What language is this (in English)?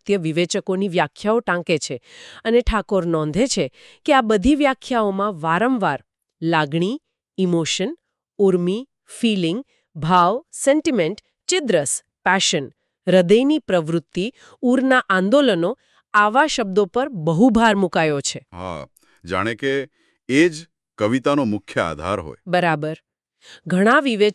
Gujarati